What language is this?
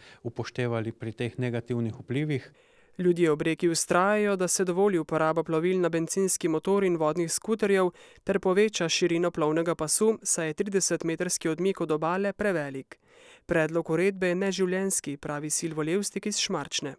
Slovenian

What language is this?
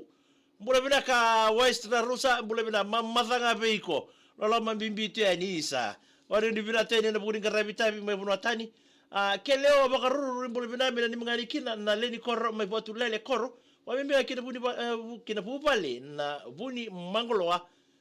Fijian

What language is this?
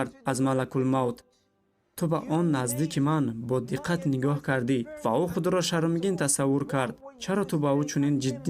Tajik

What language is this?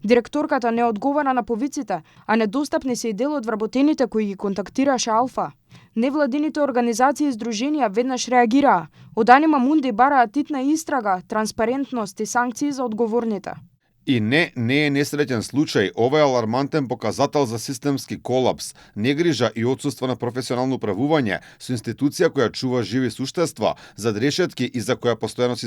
Macedonian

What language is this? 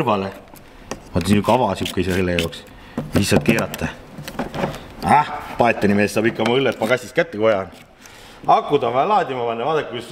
Estonian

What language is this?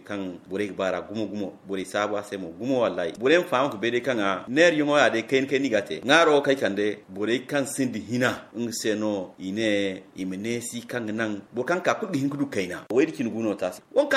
Zarma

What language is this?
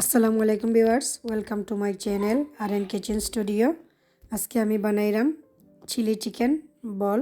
Sylheti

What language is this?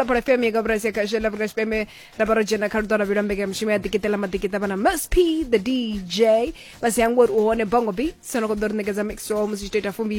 Venda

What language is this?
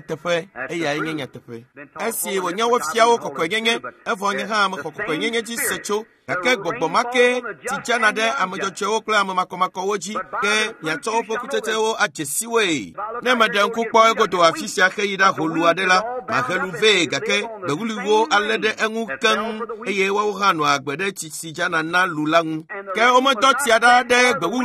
Ewe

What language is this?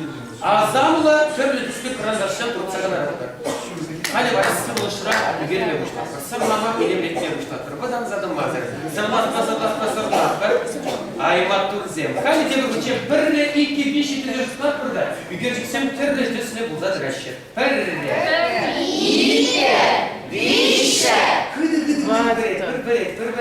Chuvash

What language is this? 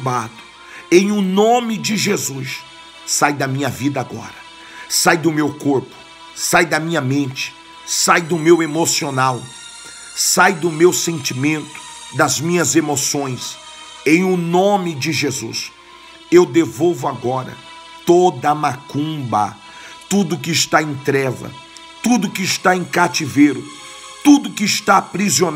Portuguese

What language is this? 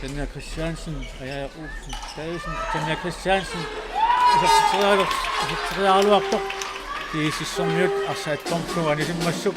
Kalaallisut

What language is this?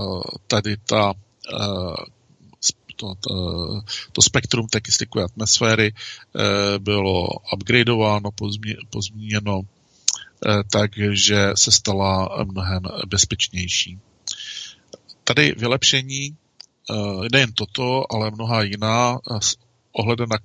Czech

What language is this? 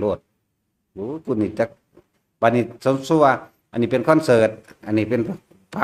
Northeastern Thai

